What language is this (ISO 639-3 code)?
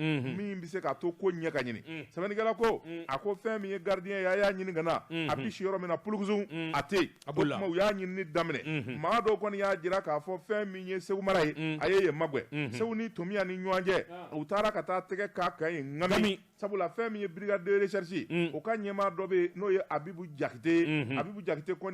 bam